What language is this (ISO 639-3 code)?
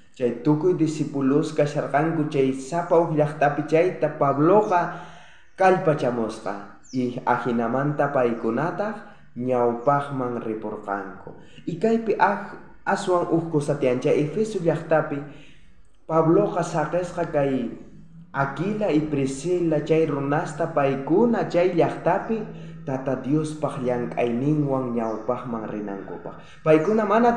quh